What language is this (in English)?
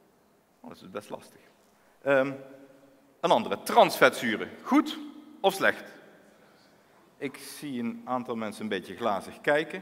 Dutch